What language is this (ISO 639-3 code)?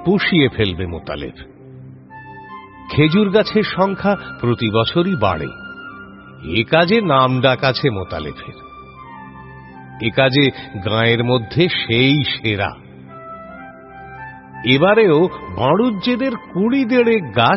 ben